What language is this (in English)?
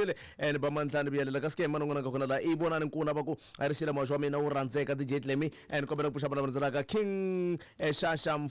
Tsonga